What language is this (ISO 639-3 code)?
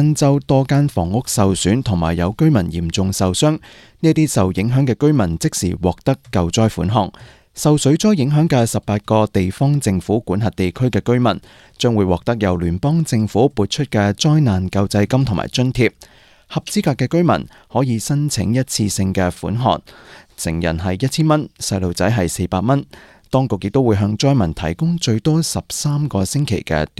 yue